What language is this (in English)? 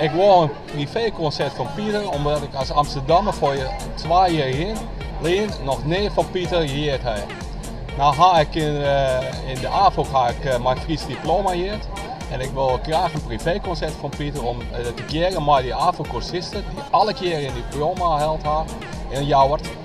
Western Frisian